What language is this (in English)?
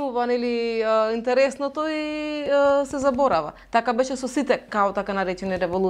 Macedonian